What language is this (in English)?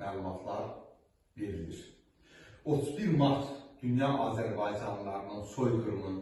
Azerbaijani